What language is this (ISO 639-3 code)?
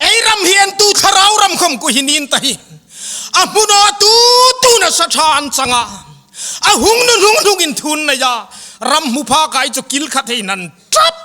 hmr